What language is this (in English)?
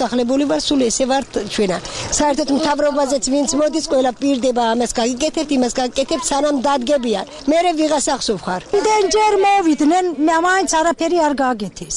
Georgian